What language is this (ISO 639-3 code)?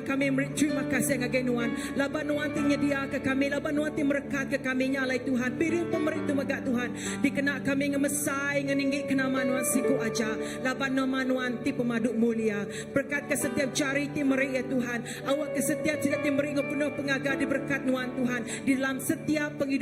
iba